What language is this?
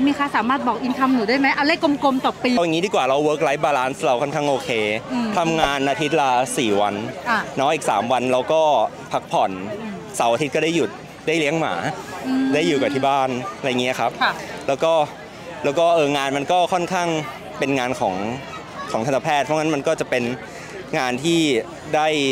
Thai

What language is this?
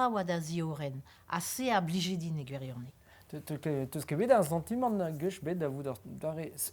Breton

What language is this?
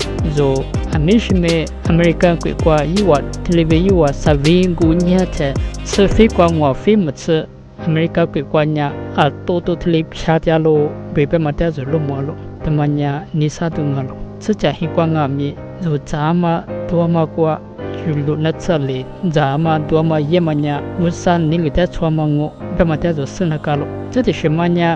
Lisu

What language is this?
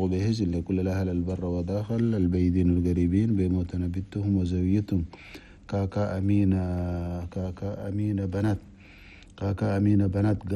Chadian Arabic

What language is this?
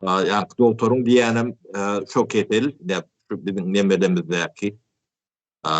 Turkmen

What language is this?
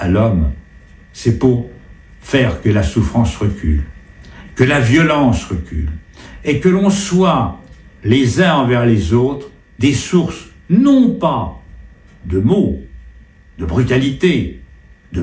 French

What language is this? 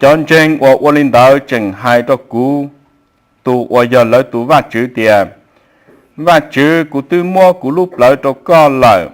Hmong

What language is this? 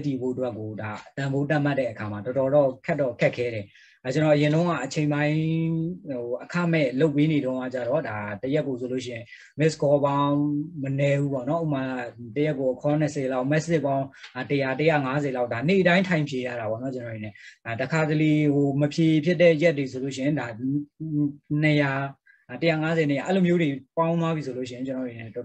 Burmese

